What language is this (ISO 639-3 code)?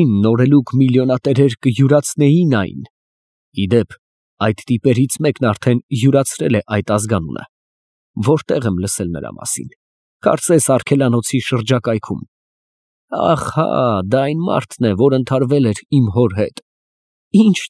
hye